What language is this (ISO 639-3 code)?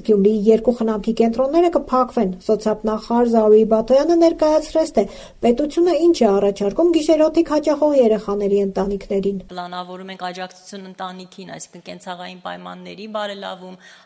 hye